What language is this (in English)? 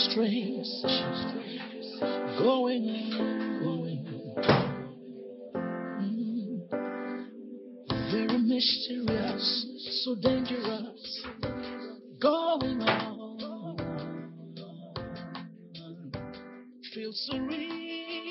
French